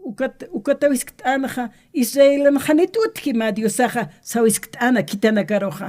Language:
Aymara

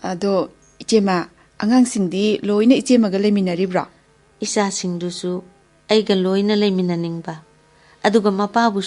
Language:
Manipuri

